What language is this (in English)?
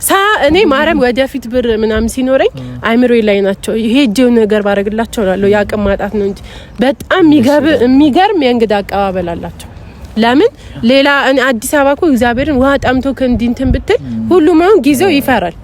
Amharic